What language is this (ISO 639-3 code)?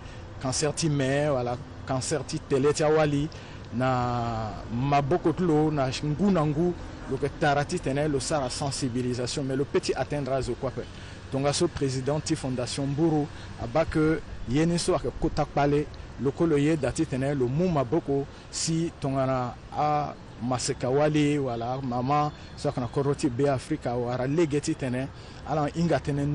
sag